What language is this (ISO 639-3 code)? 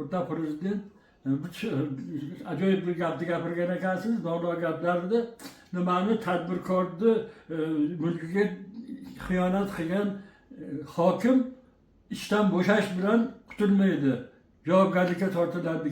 uzb